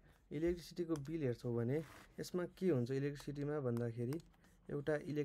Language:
Nepali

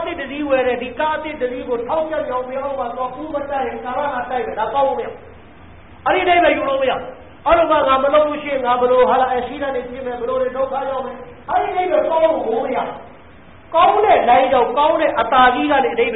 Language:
Burmese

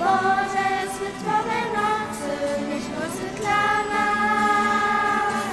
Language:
Upper Sorbian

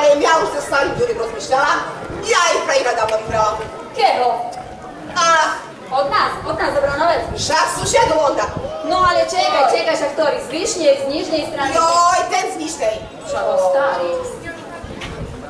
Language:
Slovak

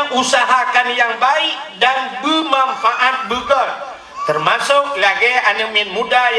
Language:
Achinese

